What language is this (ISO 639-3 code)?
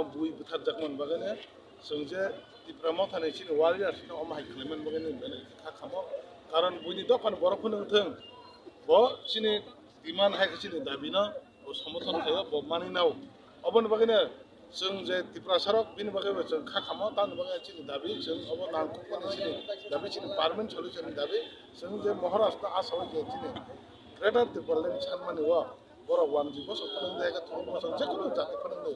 trp